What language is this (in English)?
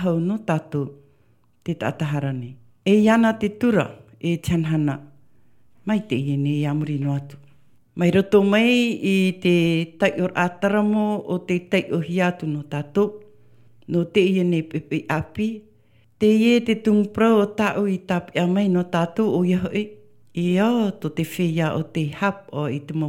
Tahitian